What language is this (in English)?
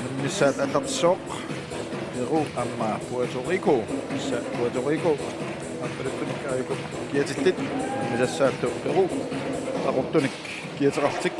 Kalaallisut